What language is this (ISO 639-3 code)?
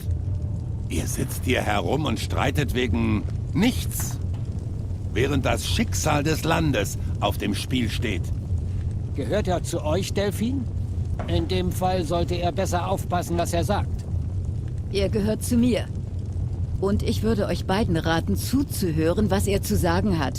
gsw